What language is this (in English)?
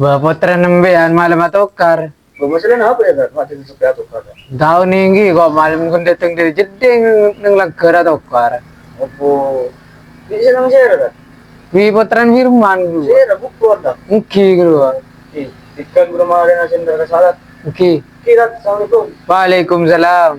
Madurese